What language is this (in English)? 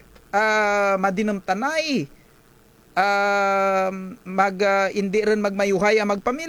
Kinaray-a